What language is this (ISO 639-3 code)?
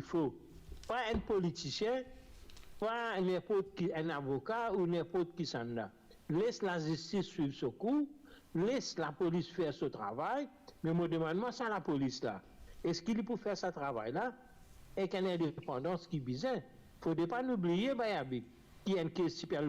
mfe